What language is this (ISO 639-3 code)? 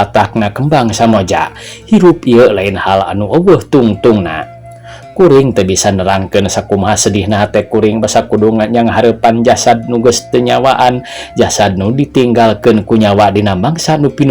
sun